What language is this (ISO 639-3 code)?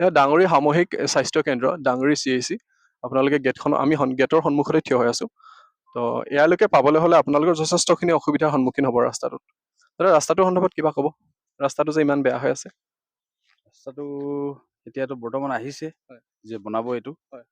asm